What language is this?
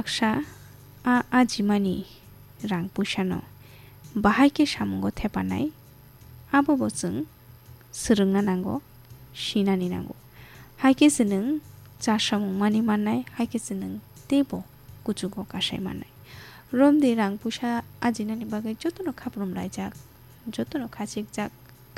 Kok Borok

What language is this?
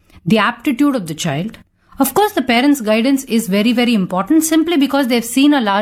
Tamil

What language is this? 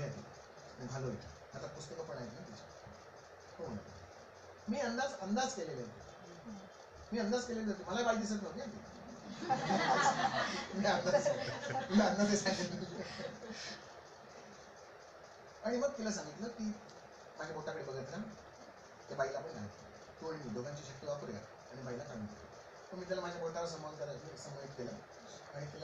Marathi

